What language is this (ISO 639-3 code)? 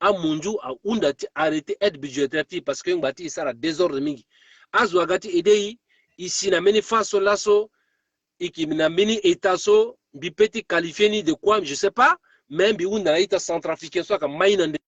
sag